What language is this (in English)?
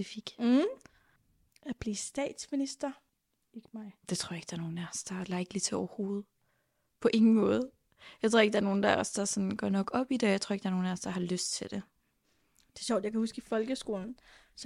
Danish